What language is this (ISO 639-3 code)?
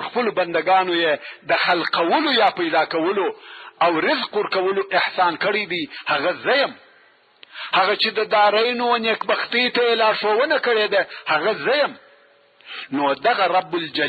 pus